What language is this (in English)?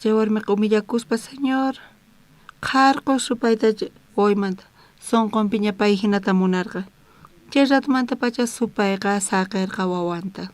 South Bolivian Quechua